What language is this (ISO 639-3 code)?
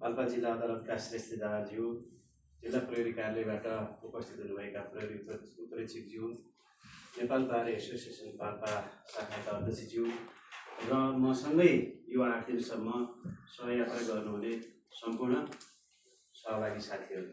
nep